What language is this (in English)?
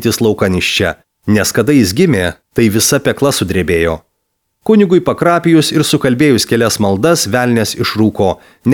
Lithuanian